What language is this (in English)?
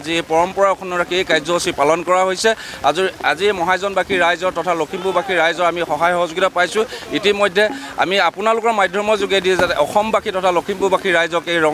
Assamese